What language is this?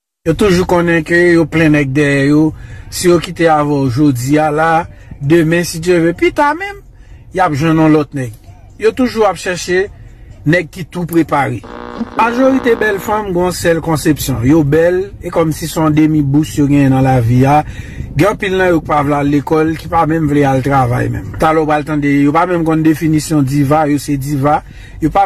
Haitian Creole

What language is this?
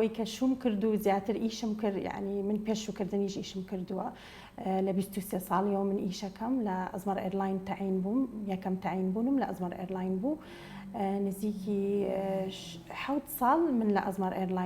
Central Kurdish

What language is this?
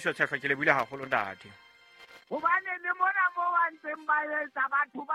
Southern Sotho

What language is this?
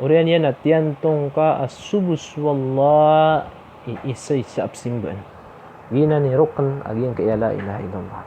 Maranao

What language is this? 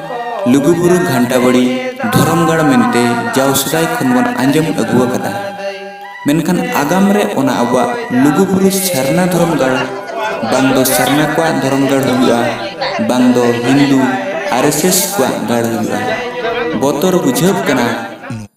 Santali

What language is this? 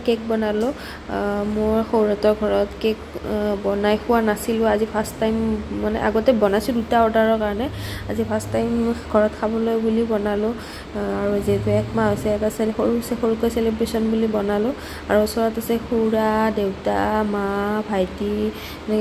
Assamese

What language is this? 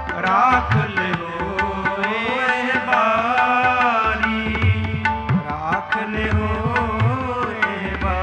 Punjabi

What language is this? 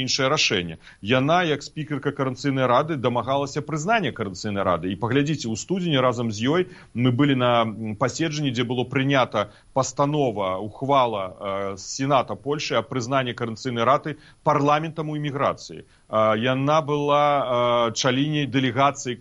Belarusian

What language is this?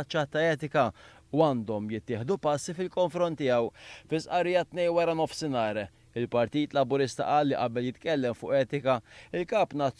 Maltese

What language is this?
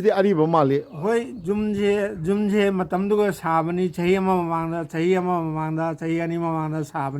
Manipuri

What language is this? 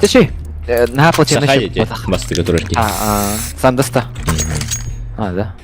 Yakut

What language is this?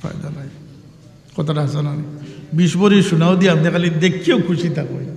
Sylheti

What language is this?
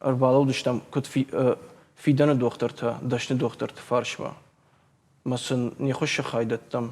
Ossetic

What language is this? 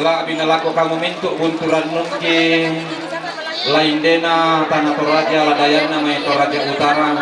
Toraja-Sa'dan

